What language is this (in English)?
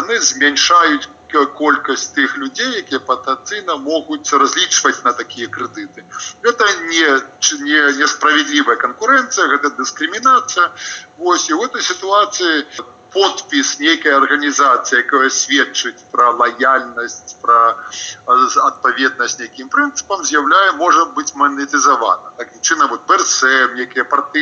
Belarusian